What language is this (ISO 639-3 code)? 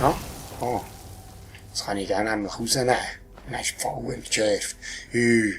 gsw